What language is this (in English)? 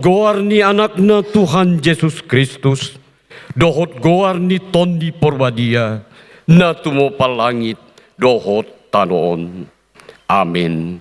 Batak Toba